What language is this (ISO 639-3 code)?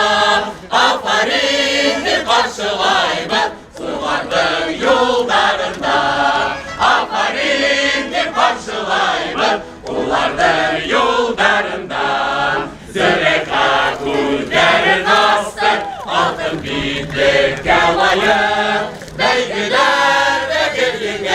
bak